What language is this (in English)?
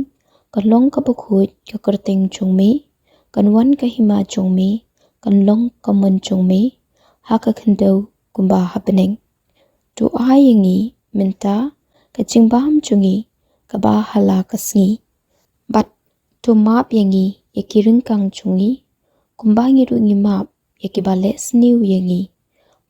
Khasi